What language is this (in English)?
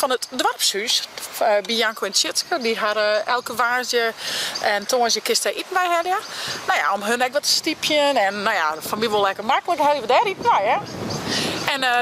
Western Frisian